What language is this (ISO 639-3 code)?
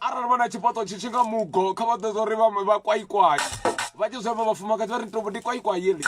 ven